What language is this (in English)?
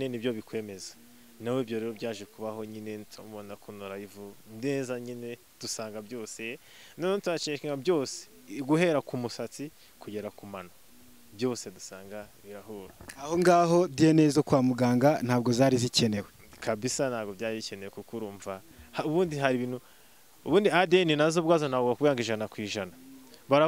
Kinyarwanda